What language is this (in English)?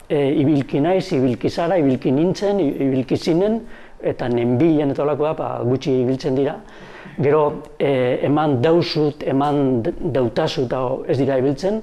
Basque